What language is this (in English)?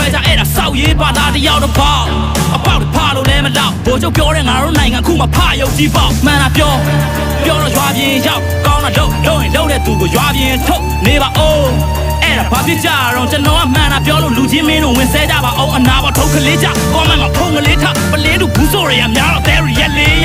Burmese